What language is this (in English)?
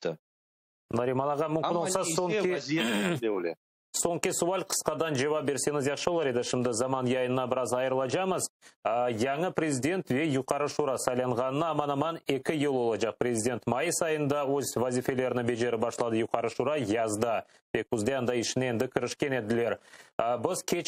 Crimean Tatar